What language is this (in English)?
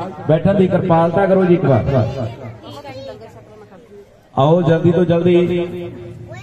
Hindi